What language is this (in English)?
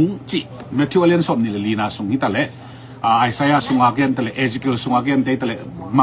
Tedim Chin